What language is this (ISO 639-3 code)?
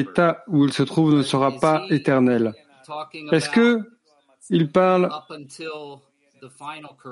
fra